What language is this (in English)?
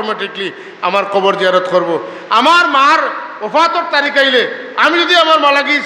Sylheti